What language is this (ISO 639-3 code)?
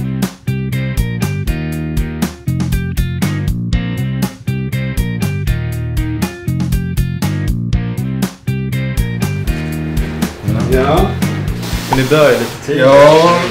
swe